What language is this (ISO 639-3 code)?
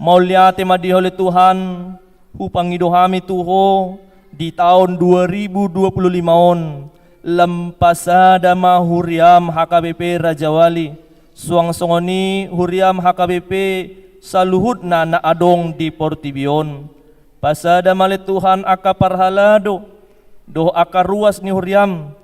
bbc